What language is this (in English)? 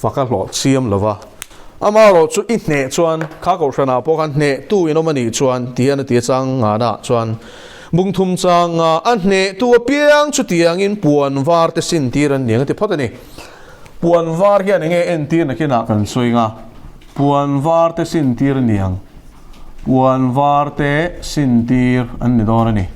Mizo